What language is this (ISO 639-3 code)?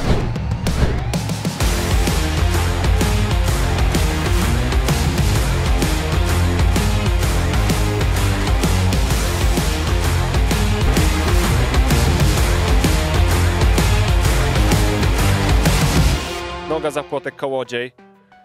pol